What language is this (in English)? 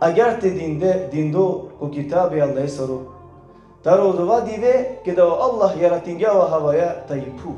Balkan Romani